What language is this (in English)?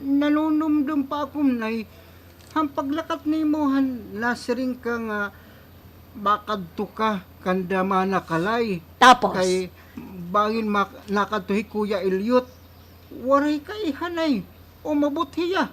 Waray